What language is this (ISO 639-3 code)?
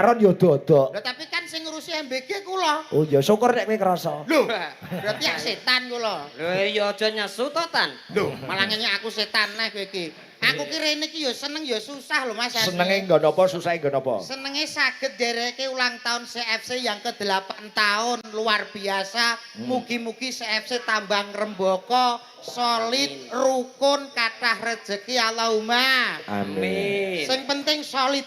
jav